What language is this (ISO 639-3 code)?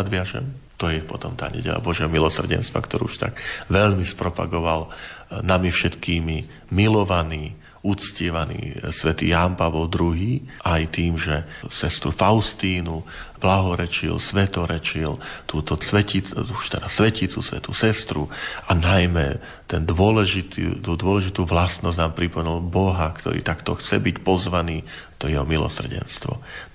slk